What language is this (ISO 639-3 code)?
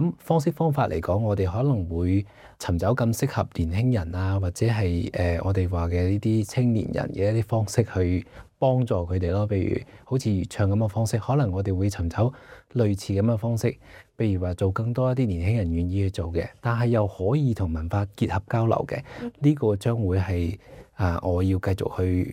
yue